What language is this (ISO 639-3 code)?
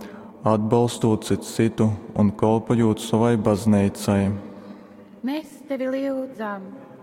ltg